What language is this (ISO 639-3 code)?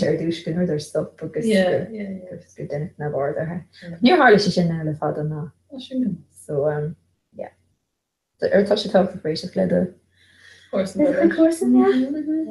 gle